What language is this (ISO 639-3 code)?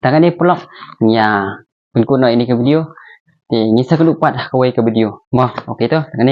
kha